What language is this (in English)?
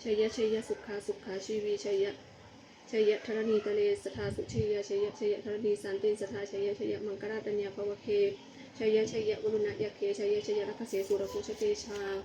Pali